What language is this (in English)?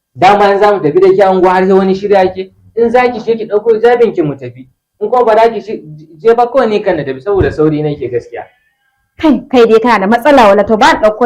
Hausa